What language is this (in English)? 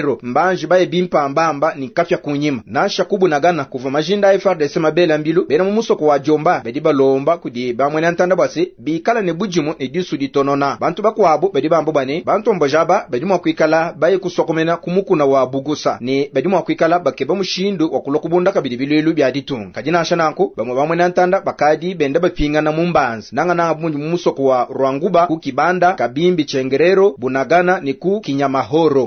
Luba-Lulua